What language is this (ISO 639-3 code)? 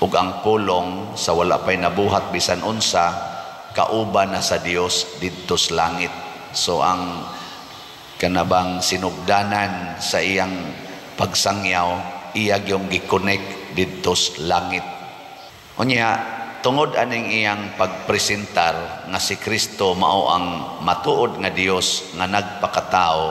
ceb